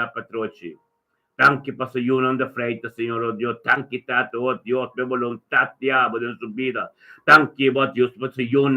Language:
Papiamento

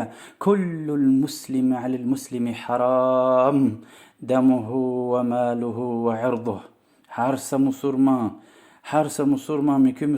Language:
Lezghian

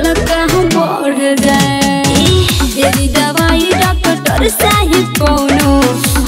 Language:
Bhojpuri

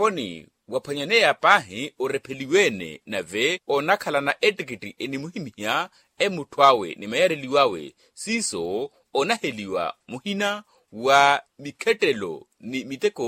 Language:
Makhuwa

